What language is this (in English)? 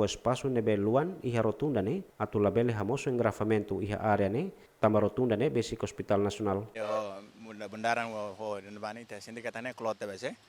Tetum